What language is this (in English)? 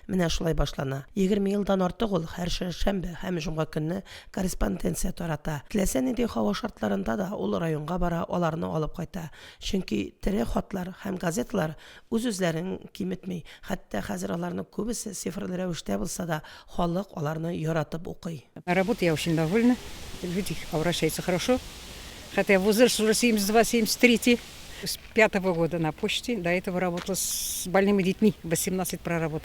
Tatar